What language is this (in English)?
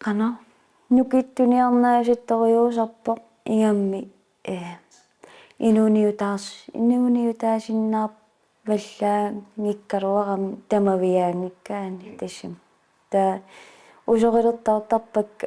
Kalaallisut